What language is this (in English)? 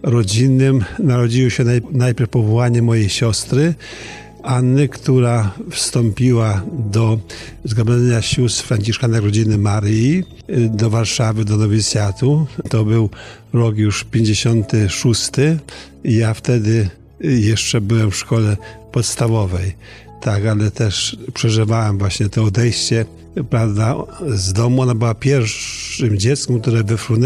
Polish